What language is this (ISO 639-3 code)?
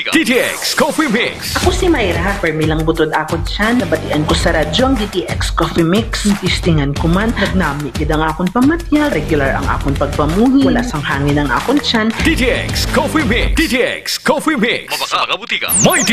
hil